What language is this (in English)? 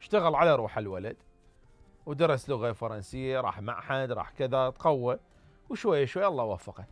Mesopotamian Arabic